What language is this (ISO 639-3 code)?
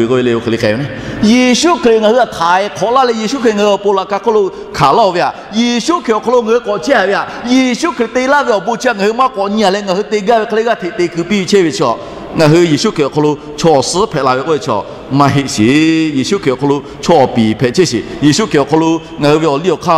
lhu